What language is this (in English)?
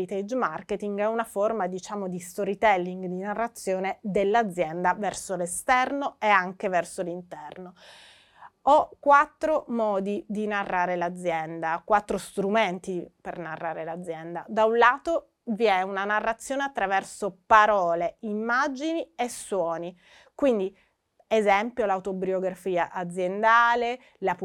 Italian